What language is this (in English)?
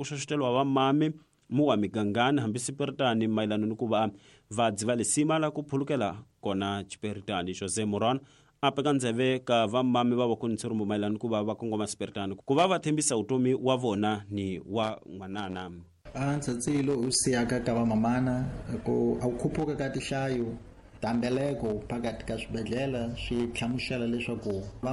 Tsonga